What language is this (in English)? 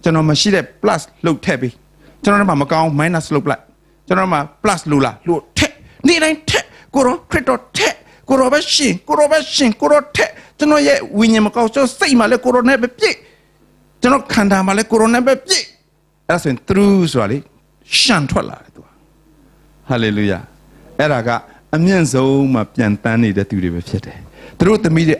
Burmese